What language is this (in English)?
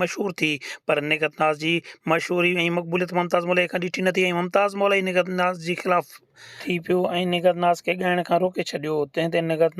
Sindhi